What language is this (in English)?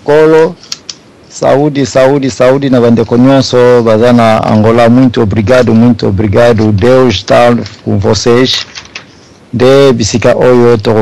Lingala